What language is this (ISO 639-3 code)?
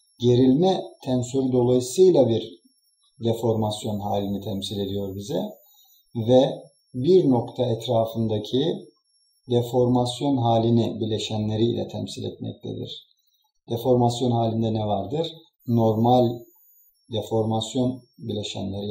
tur